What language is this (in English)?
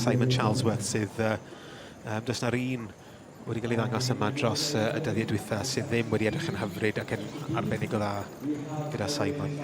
Welsh